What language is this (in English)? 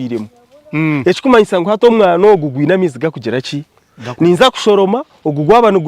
Nyankole